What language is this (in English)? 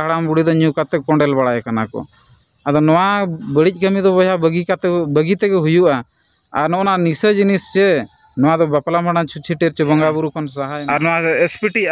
Santali